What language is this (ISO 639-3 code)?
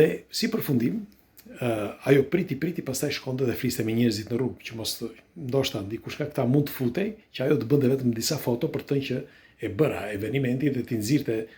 sqi